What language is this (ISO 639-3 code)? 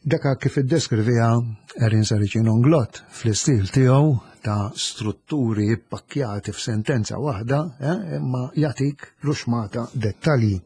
mlt